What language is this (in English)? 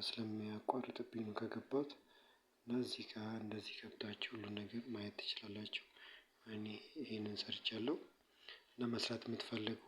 Amharic